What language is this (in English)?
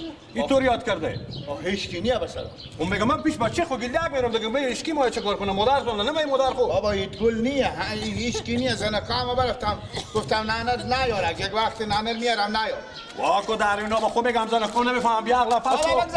Persian